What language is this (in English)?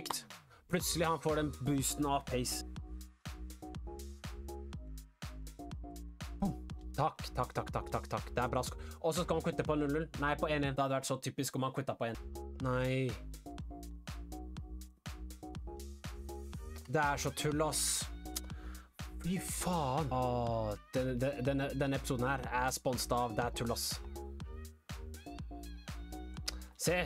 Norwegian